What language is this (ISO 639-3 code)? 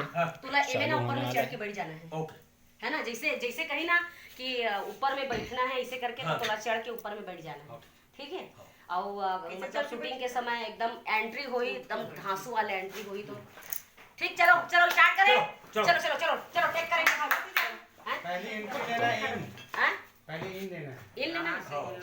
hne